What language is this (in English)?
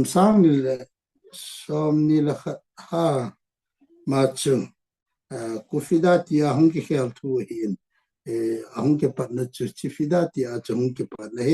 Thado Chin